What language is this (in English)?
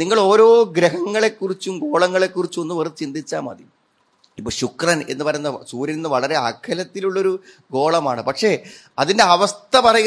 Malayalam